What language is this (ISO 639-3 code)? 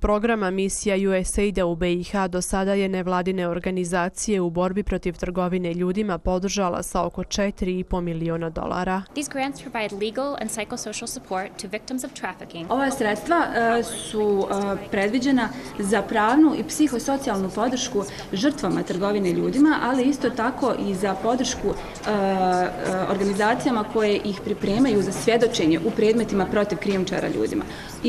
bos